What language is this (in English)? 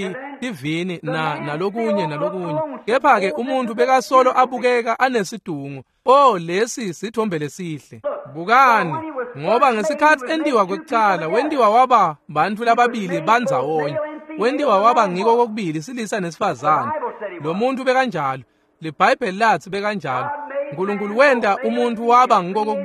Swati